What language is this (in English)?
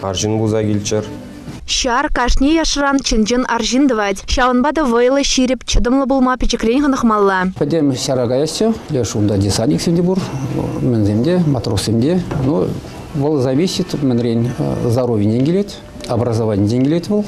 Chuvash